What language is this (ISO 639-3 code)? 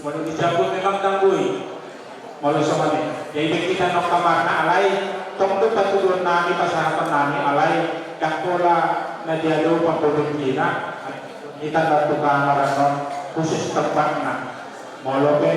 bbc